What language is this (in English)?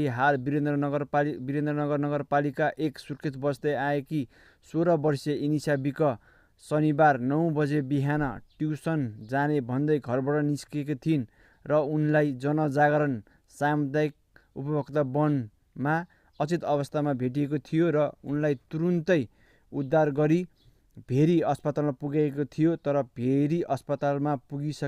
Nepali